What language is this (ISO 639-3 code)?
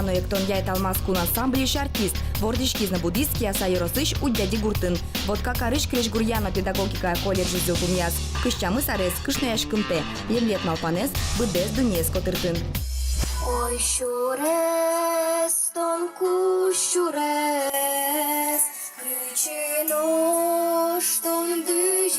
udm